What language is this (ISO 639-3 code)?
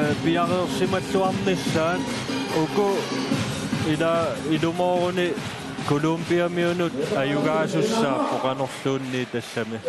kal